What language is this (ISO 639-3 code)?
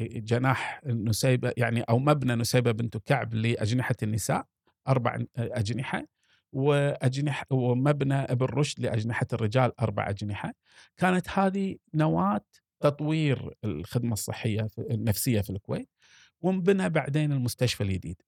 afb